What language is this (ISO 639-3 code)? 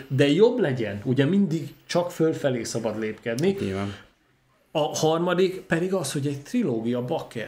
hun